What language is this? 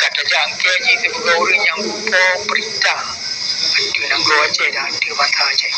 Achinese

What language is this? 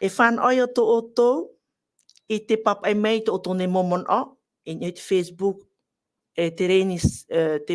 Tahitian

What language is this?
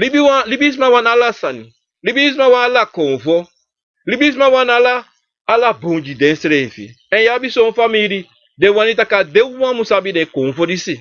Sranan Tongo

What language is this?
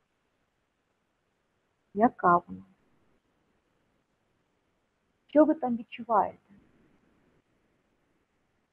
Ukrainian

